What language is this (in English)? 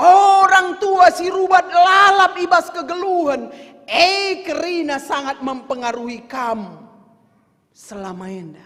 Batak Karo